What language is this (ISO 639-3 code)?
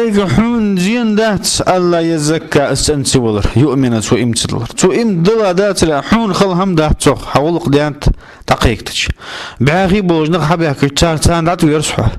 inh